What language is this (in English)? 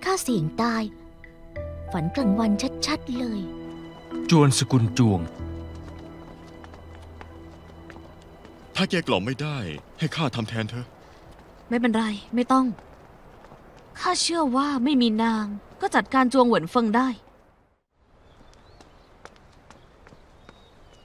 Thai